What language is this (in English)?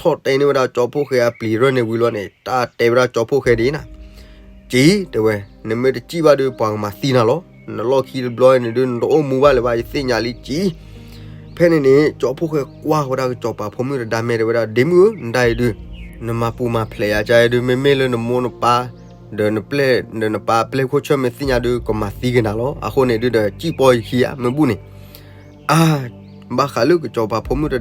S'gaw Karen